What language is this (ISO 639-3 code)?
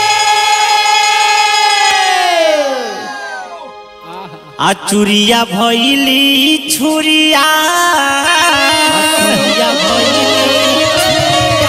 bho